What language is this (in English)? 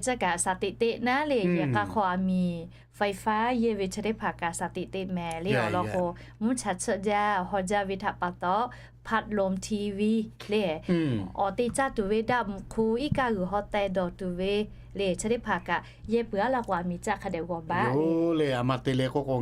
Lahu